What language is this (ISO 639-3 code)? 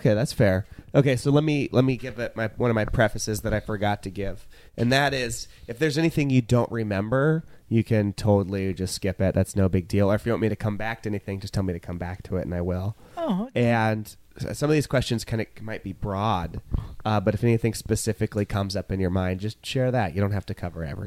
eng